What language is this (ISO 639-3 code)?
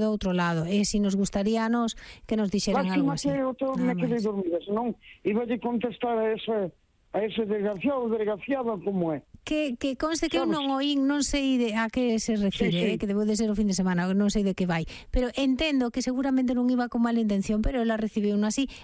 glg